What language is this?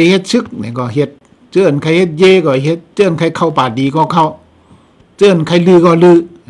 Shan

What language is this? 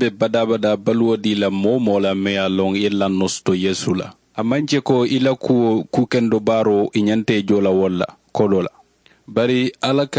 Mandingo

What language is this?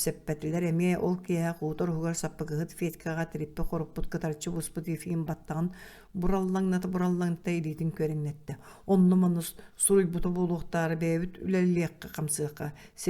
Yakut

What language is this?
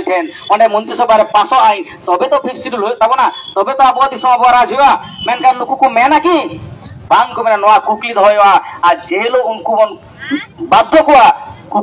Santali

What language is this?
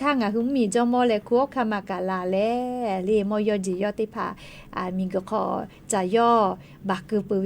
Lahu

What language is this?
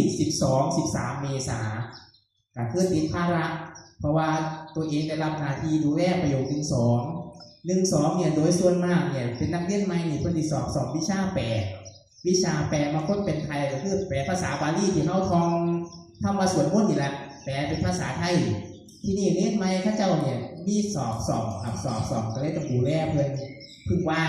Northeastern Thai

